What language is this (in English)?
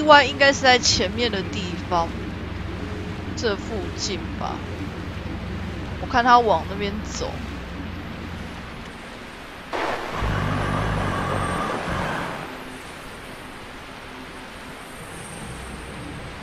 Chinese